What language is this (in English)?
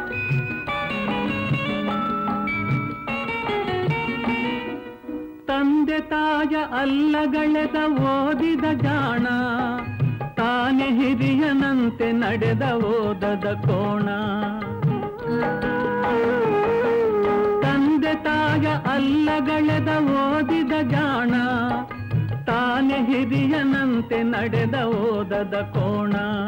Kannada